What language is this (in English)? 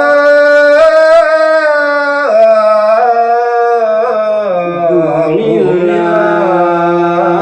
Sasak